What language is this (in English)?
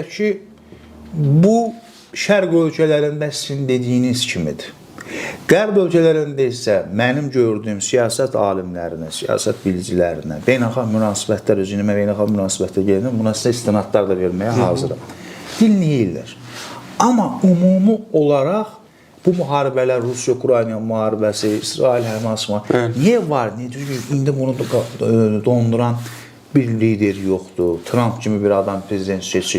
Azerbaijani